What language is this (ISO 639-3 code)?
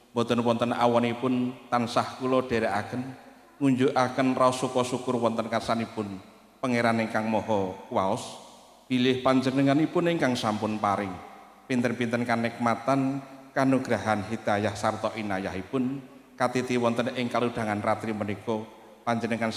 jav